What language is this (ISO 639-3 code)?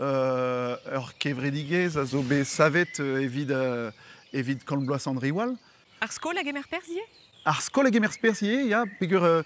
bre